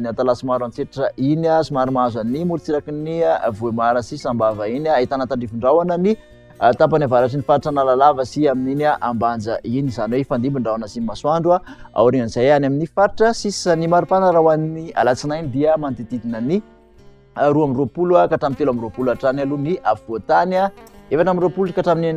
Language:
Malagasy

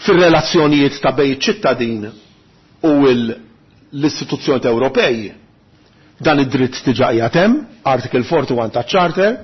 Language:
Maltese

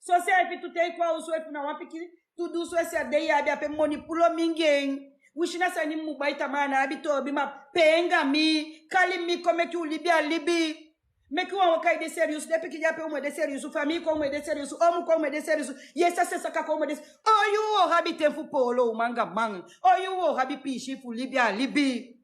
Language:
Sranan Tongo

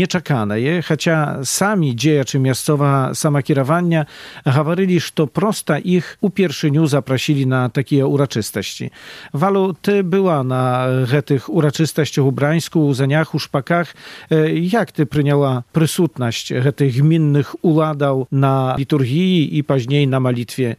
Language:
Belarusian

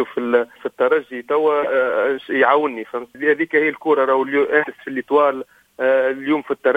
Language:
Tunisian Arabic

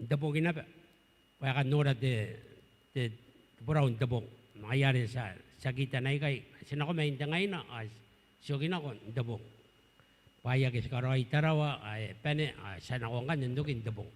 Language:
Gilbertese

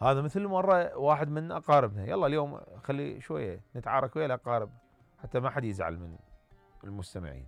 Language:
Mesopotamian Arabic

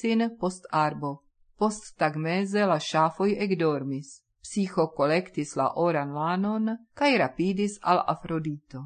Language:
Esperanto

